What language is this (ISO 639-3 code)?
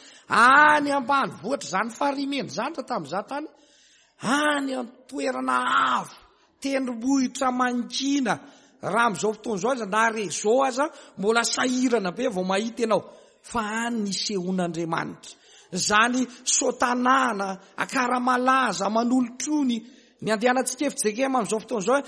mlg